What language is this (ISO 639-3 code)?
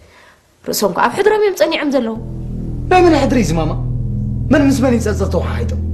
tir